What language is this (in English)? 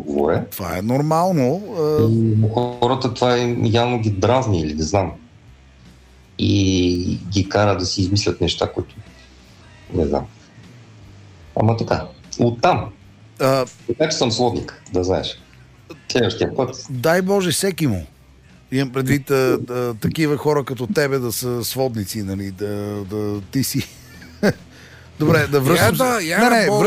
Bulgarian